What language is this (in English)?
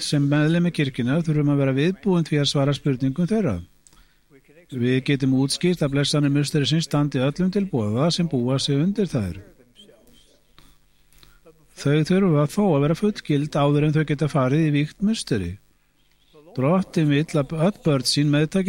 Icelandic